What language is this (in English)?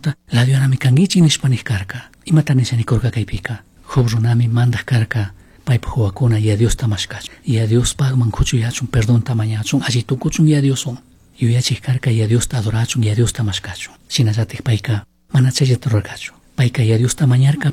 Chimborazo Highland Quichua